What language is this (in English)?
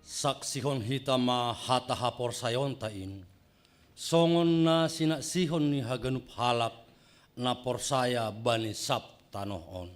Batak Simalungun